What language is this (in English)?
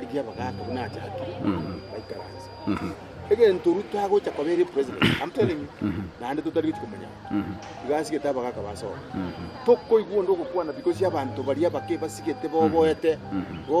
Gusii